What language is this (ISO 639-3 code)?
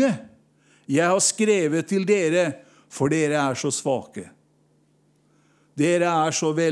nor